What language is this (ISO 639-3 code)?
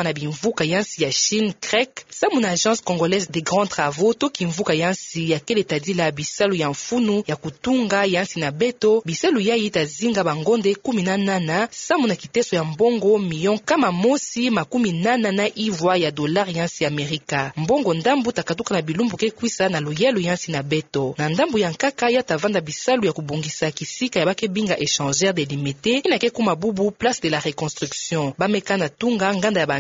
ktu